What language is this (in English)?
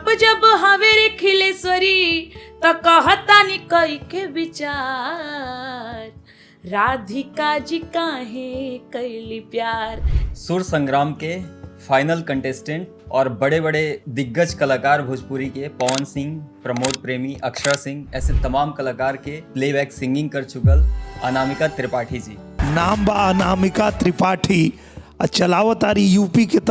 Bhojpuri